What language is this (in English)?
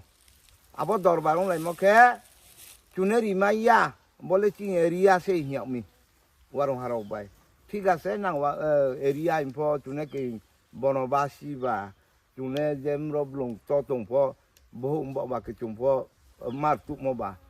Riang (India)